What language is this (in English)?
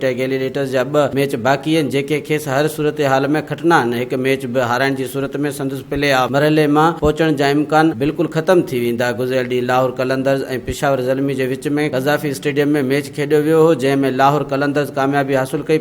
Sindhi